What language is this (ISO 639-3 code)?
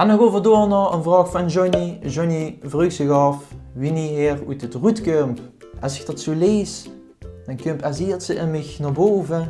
lim